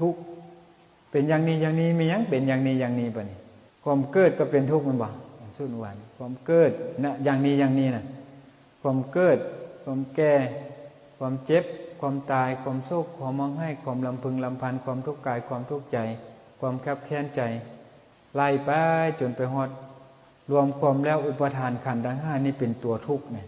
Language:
Northeastern Thai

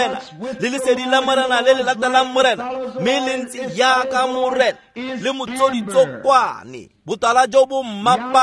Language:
Tswana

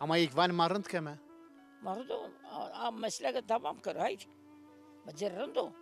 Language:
Zaza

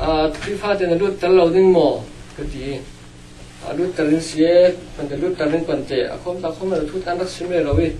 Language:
Hakha Chin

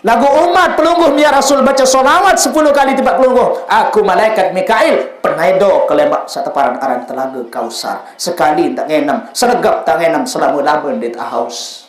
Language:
Sasak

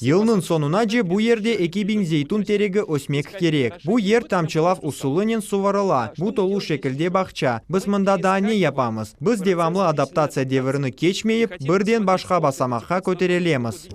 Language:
Crimean Tatar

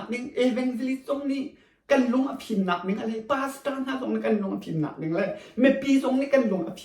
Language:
Hakha Chin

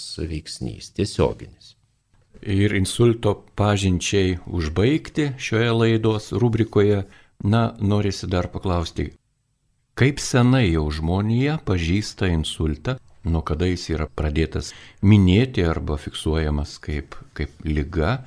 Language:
Lithuanian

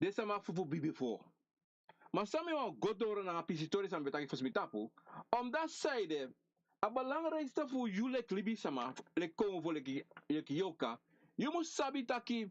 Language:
Sranan Tongo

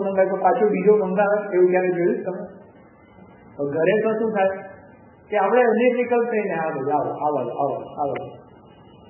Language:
Gujarati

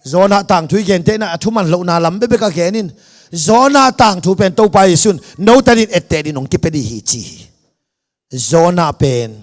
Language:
Tedim Chin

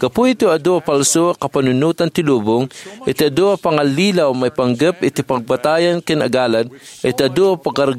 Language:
Iloko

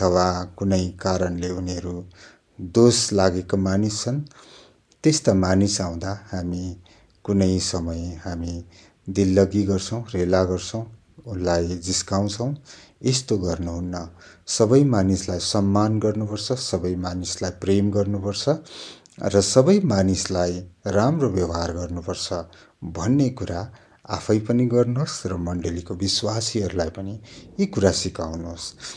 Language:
Nepali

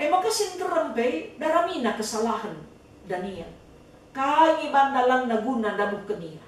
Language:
Batak Karo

